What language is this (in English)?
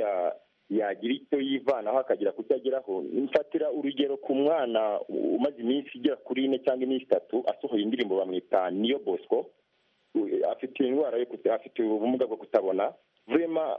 Kinyarwanda